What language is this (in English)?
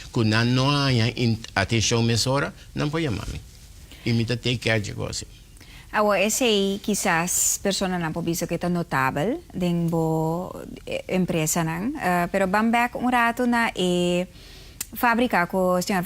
Papiamento